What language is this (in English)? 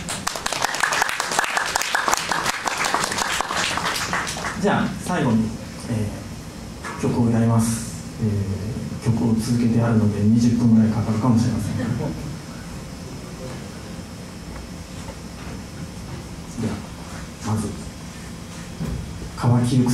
Japanese